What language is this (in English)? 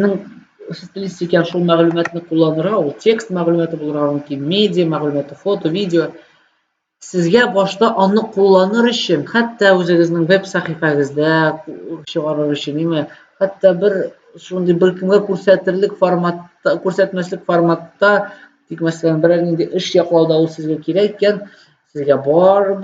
Tatar